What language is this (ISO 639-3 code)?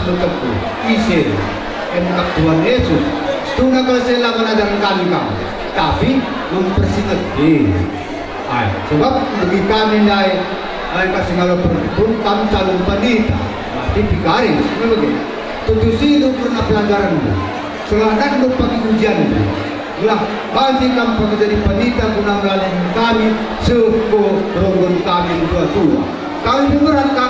btx